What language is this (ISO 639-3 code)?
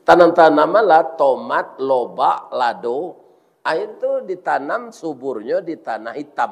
min